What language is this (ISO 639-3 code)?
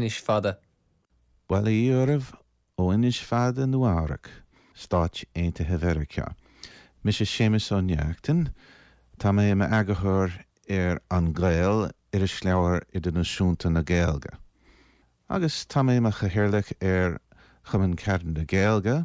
gle